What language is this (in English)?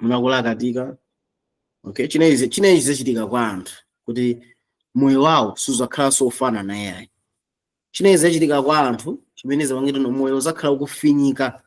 Nyanja